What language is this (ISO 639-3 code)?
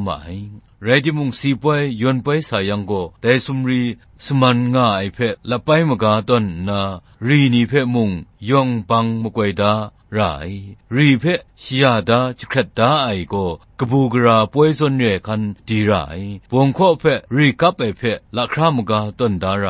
kac